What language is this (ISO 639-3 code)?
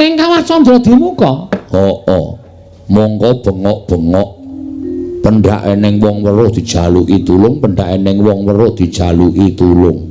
jav